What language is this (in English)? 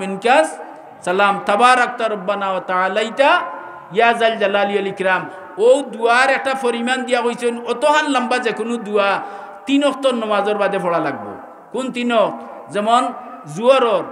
Sylheti